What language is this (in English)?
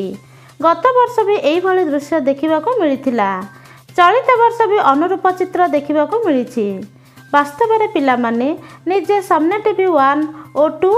Odia